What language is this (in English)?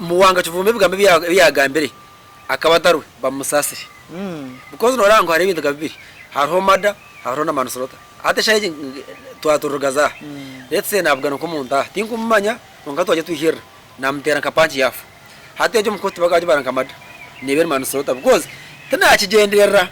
Nyankole